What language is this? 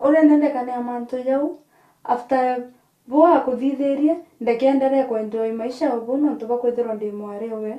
Meru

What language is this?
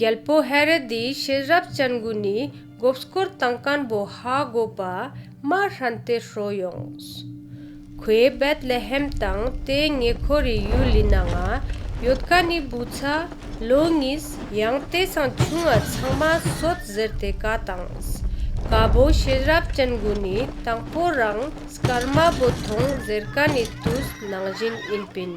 Ladakhi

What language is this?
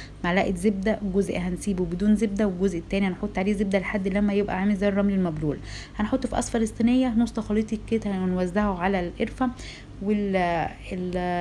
Egyptian Arabic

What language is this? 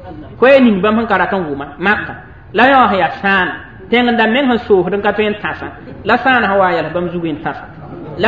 Mossi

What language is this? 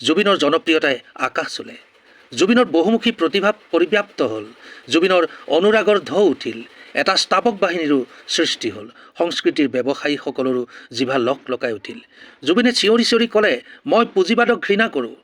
Assamese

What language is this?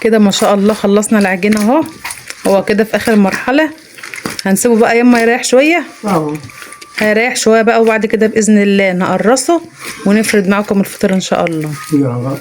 Egyptian Arabic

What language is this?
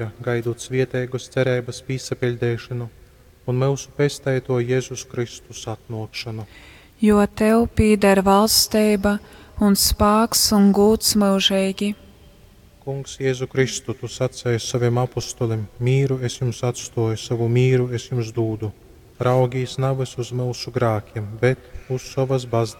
Latgalian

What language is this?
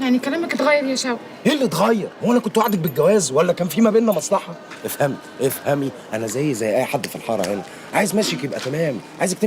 Egyptian Arabic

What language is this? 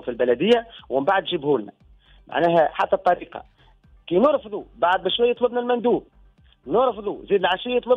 Tunisian Arabic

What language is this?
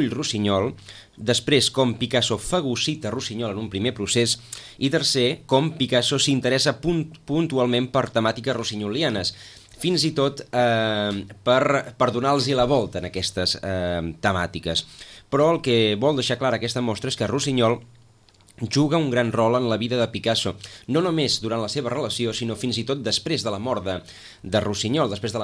Catalan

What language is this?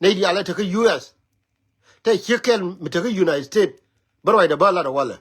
Nuer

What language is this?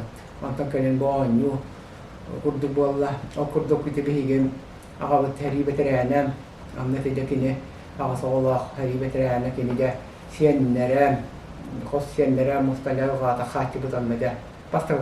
Yakut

